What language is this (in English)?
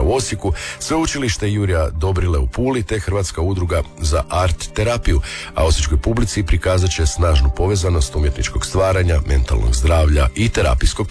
Croatian